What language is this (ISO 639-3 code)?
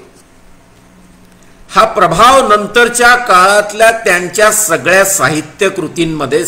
mar